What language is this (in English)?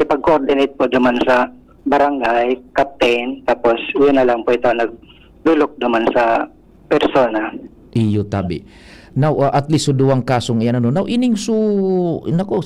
Bikol